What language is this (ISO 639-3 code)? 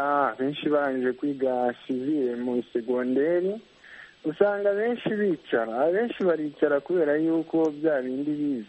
kin